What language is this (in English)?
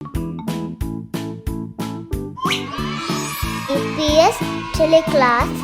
Divehi